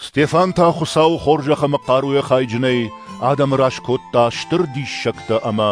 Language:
Ossetic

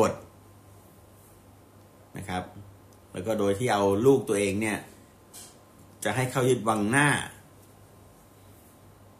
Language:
Thai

